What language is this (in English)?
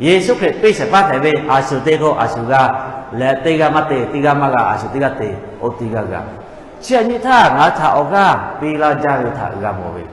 Lahu